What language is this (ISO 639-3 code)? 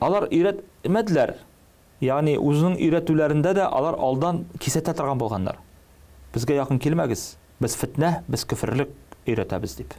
tat